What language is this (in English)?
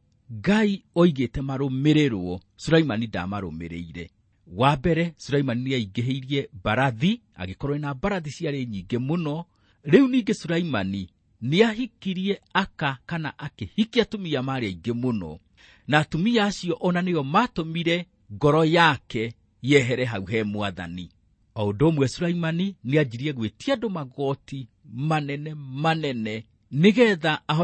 Kikuyu